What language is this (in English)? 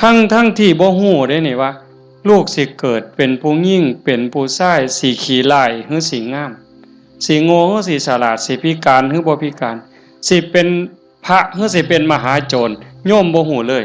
Northeastern Thai